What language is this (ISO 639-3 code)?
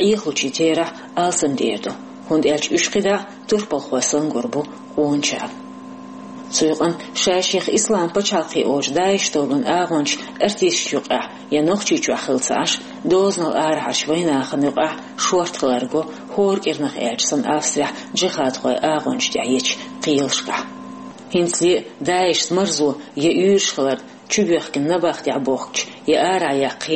che